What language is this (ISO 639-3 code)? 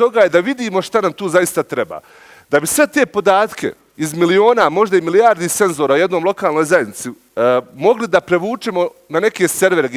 bos